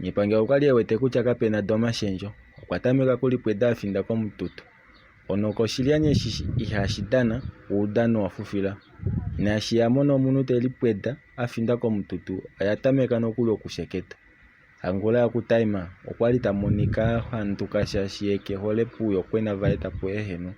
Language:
Kuanyama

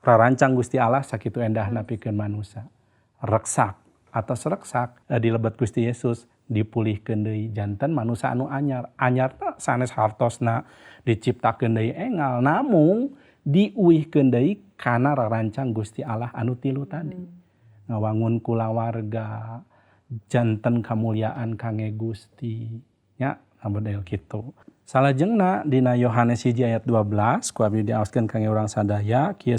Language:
Sundanese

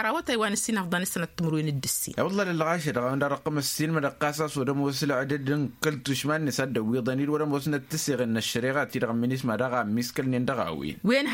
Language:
Tamasheq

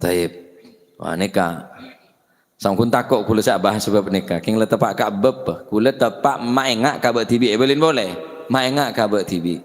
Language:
Madurese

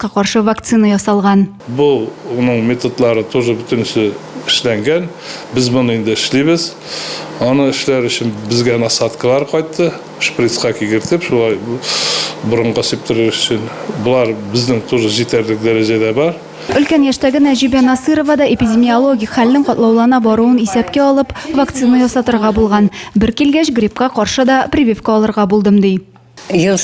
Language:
Tatar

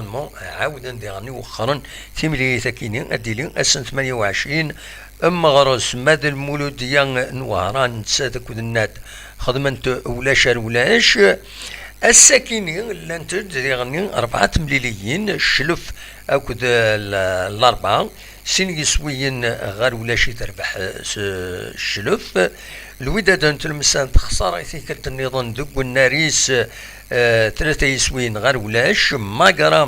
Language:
Kabyle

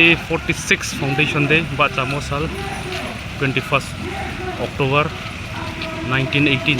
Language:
Riang (India)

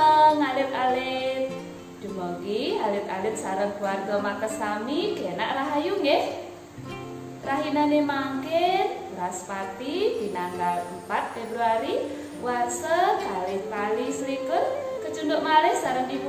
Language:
Balinese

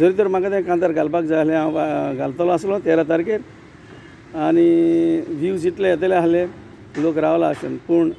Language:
Konkani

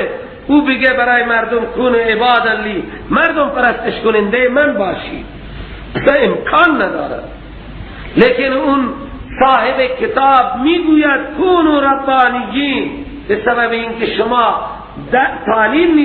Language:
Persian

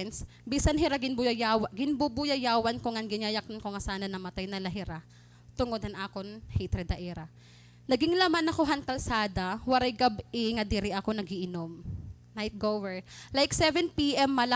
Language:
Waray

